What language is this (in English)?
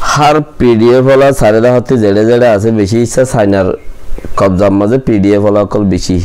Rohingya